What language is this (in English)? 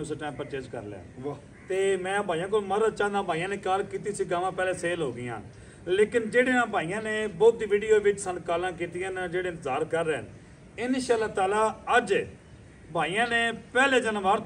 Punjabi